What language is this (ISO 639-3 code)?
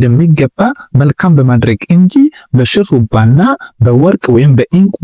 amh